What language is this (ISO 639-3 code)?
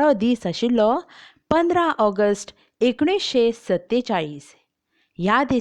kok